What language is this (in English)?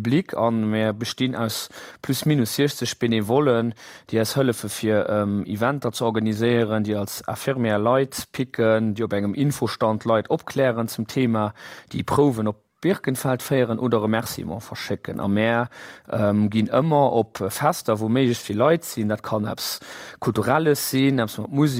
Luxembourgish